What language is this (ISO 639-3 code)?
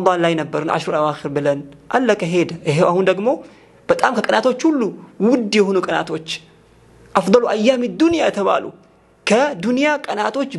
amh